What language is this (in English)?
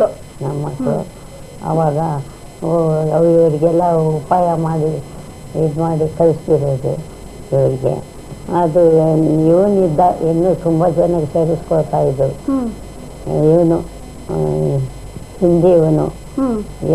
Kannada